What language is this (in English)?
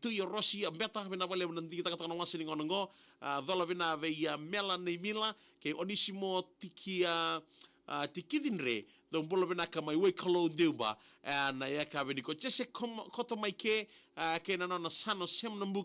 Fijian